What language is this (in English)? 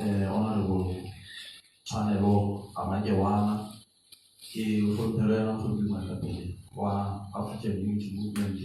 Southern Sotho